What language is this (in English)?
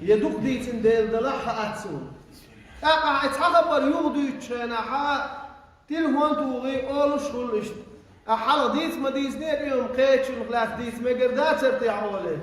Chechen